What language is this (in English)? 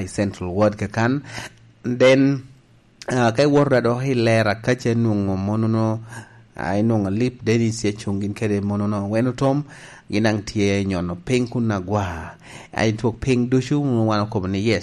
Lango (Uganda)